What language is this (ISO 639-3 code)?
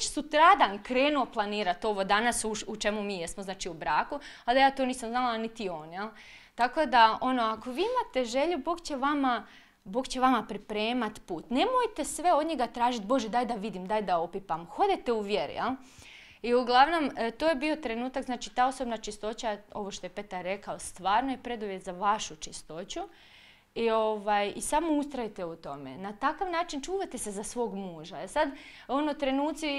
hrv